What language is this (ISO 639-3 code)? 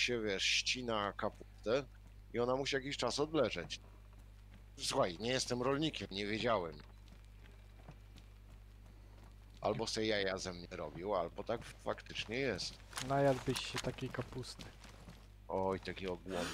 pol